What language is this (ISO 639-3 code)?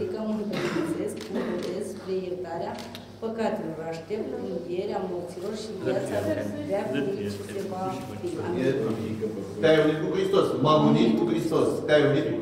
ron